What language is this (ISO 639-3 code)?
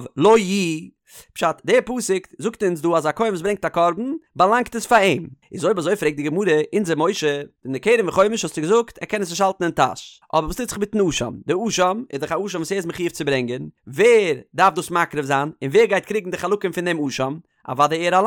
yid